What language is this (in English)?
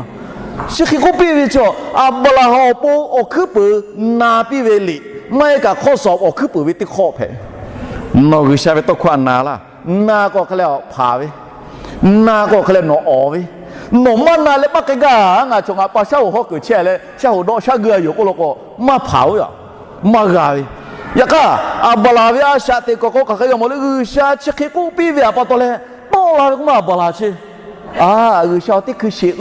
Lahu